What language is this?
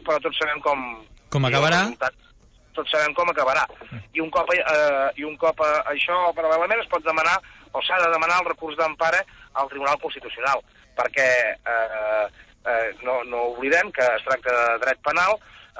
Catalan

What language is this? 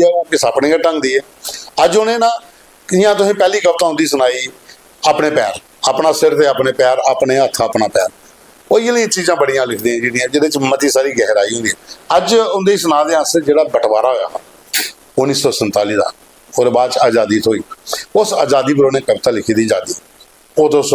Dogri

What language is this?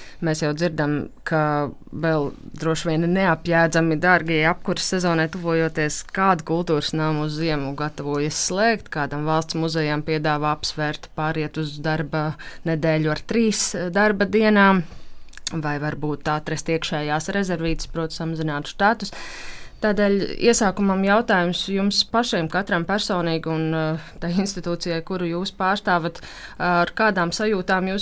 Latvian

